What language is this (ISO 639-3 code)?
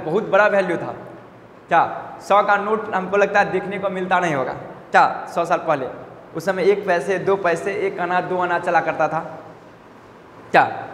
hin